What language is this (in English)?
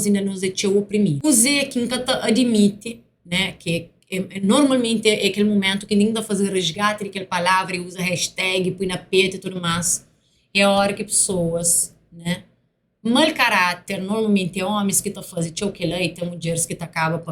Kabuverdianu